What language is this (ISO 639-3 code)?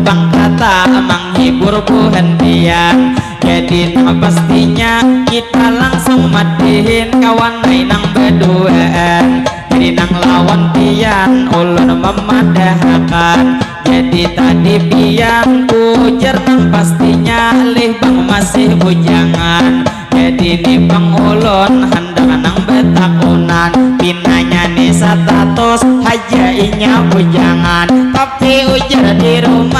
bjn